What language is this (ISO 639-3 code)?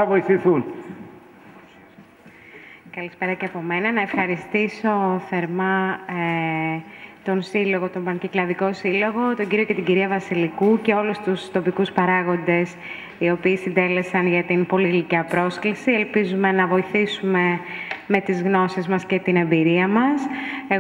ell